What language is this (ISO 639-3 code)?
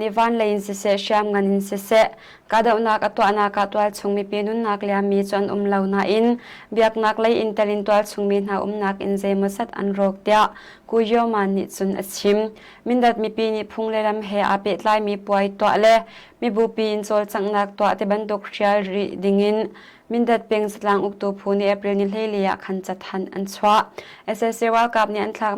cnh